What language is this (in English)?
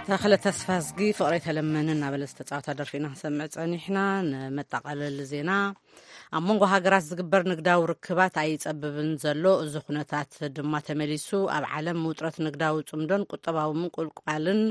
Tigrinya